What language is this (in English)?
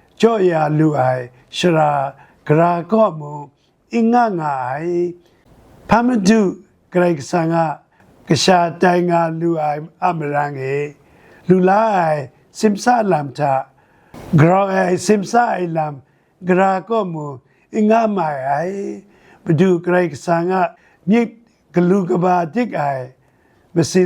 Kachin